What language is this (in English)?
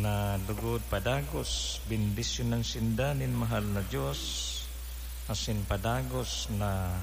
Bikol